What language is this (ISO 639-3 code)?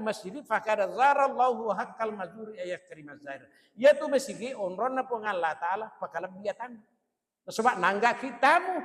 bug